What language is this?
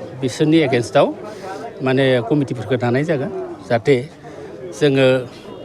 Bodo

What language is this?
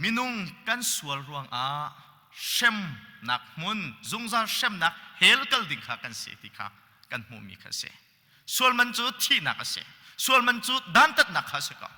Hakha Chin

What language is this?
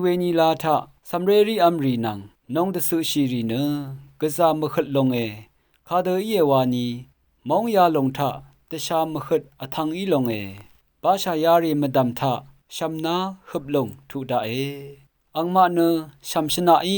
Rawang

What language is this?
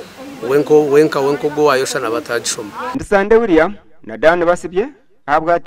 Nyankole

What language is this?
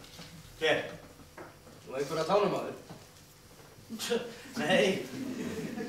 Icelandic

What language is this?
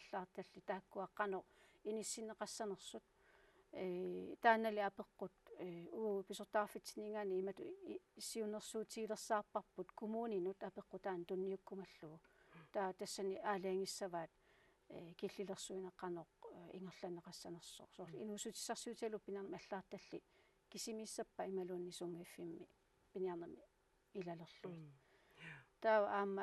Kalaallisut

